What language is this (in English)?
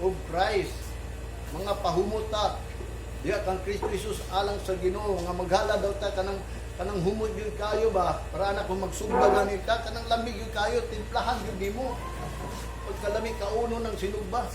Cebuano